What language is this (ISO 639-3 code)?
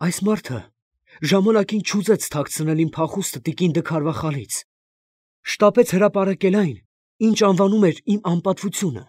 hye